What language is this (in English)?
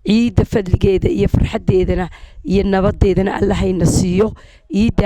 Somali